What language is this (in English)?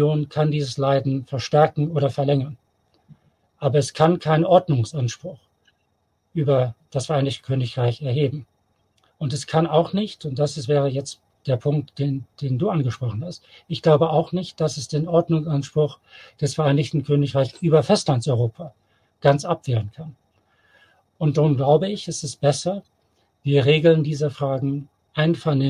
German